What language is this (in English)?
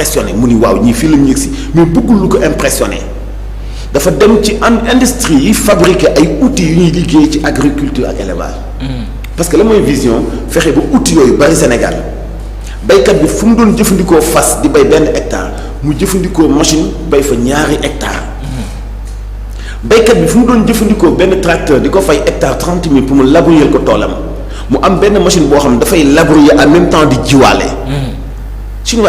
Wolof